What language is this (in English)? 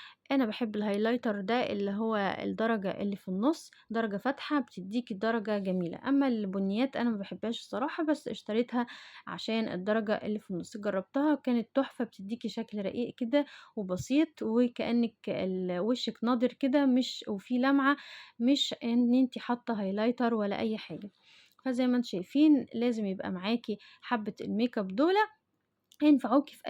Egyptian Arabic